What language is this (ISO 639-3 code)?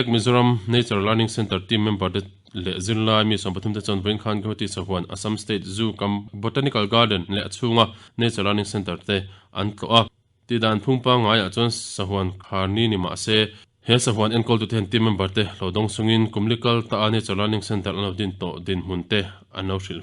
lus